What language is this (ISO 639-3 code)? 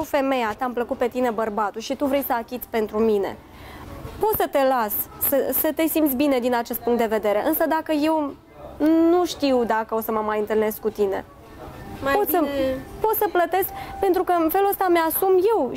ron